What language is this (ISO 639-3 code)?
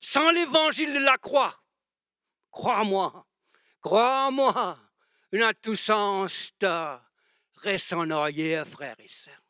mfe